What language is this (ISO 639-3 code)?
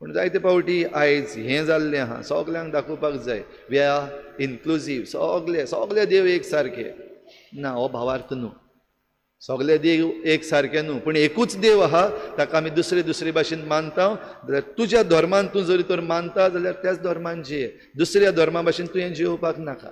kok